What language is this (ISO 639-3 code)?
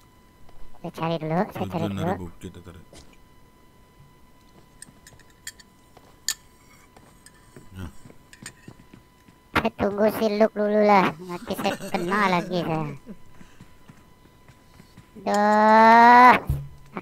msa